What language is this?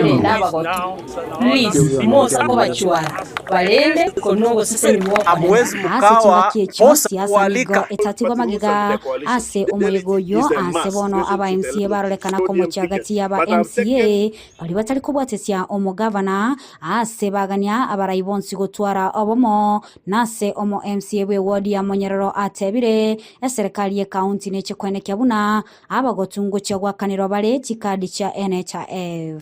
Gusii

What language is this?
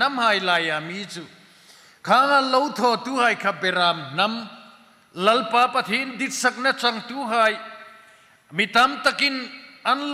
Hmar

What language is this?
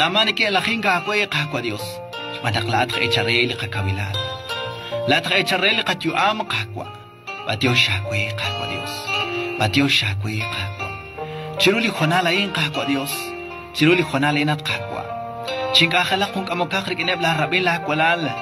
Kekchí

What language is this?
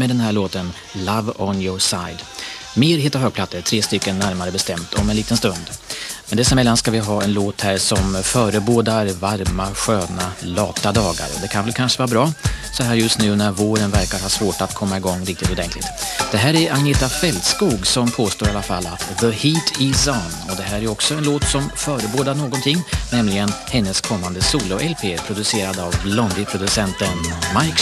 Swedish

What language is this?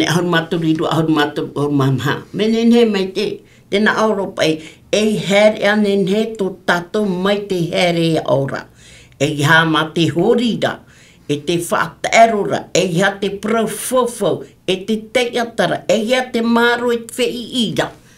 Tahitian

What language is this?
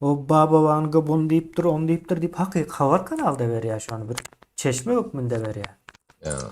Turkmen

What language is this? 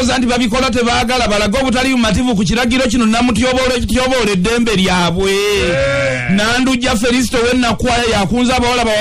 Ganda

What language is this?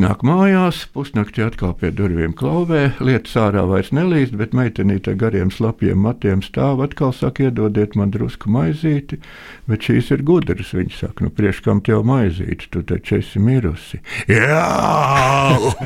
Latvian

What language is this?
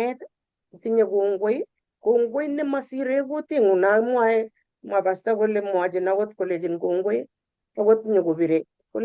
Kalenjin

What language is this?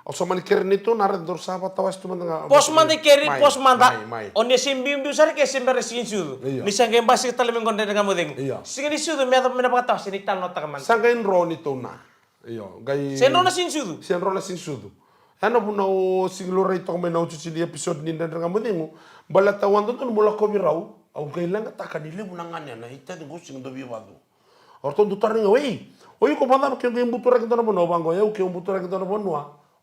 Fijian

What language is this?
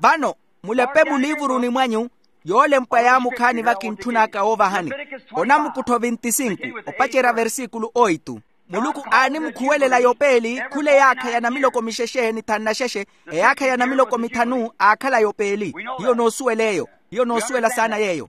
Makhuwa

